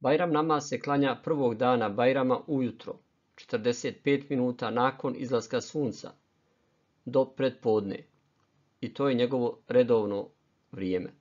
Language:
Bosnian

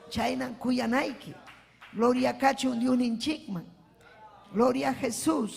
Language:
Ayacucho Quechua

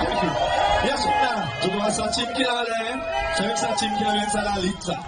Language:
Seselwa Creole French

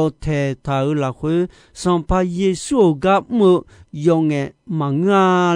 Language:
Akha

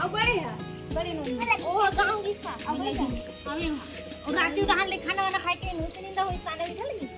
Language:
Chhattisgarhi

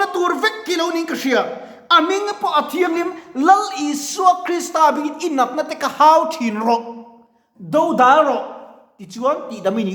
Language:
Mizo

